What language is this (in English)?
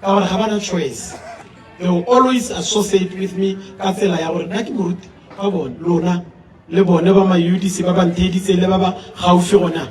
Tswana